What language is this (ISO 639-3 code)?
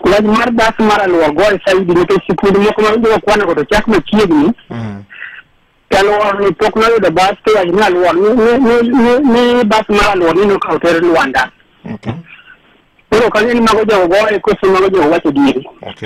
luo